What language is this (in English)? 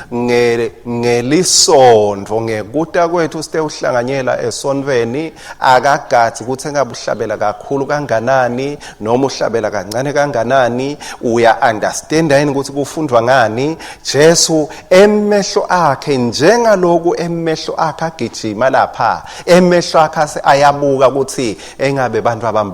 Swati